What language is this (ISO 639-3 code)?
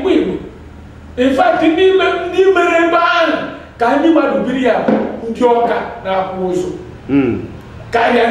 ibo